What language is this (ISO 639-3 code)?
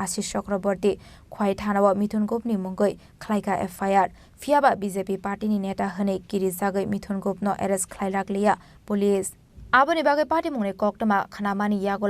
trp